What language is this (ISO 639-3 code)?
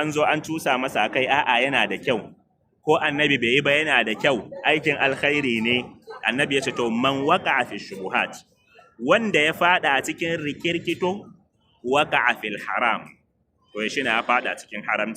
hau